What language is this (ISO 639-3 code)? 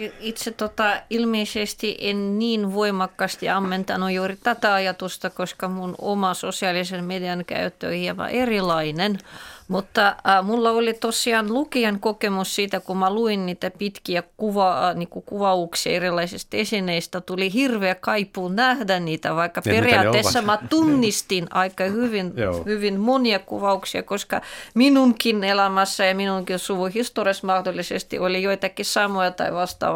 fin